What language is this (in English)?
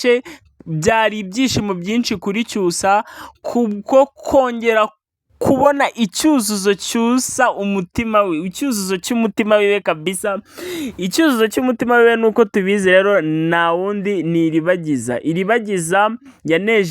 Kinyarwanda